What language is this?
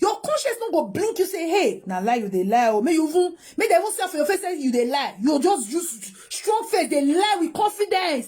Nigerian Pidgin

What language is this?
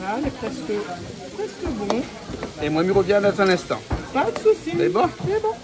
Réunion Creole French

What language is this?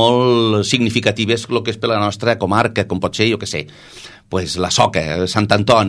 Catalan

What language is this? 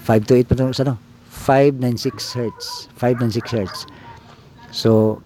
Cebuano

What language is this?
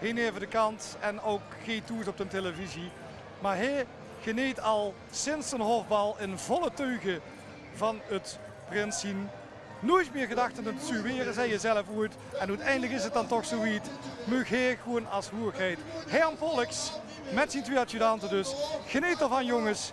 Limburgish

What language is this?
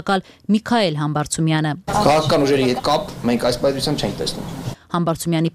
Armenian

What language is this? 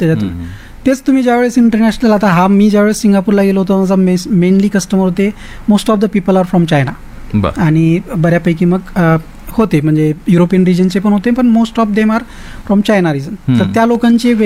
Marathi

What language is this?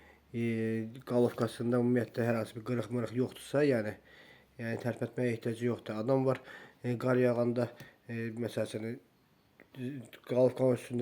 Azerbaijani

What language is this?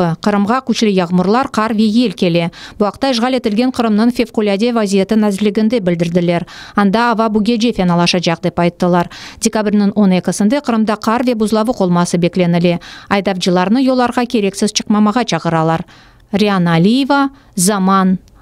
Crimean Tatar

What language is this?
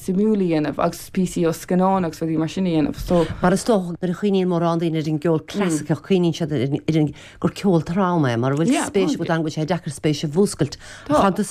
Irish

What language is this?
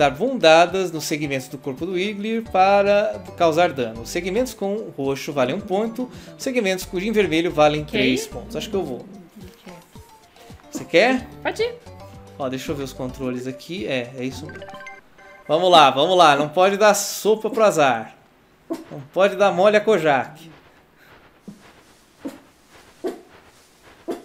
Portuguese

